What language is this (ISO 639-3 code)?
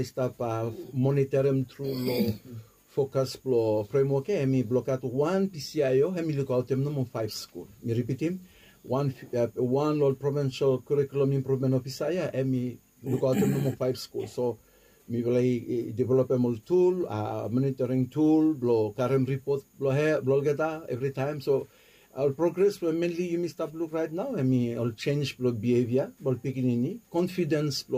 bis